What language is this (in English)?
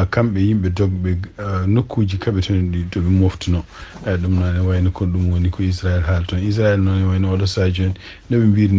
Fula